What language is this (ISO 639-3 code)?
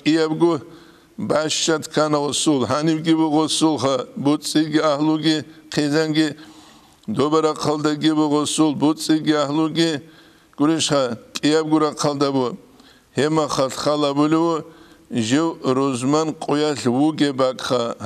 ava